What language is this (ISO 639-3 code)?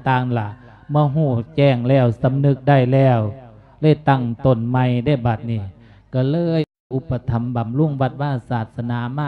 lao